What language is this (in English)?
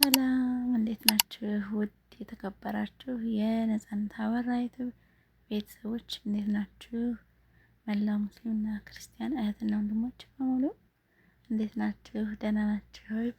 Amharic